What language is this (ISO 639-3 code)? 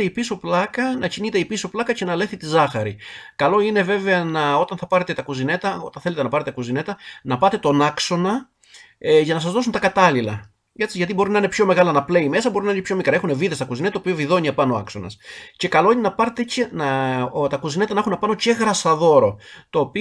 ell